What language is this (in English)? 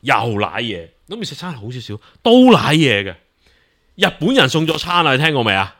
Cantonese